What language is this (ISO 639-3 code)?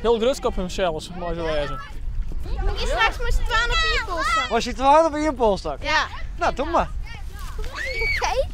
fry